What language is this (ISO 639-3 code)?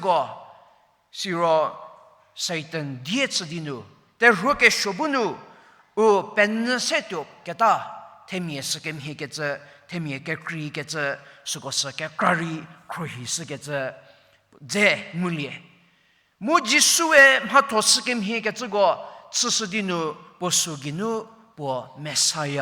njm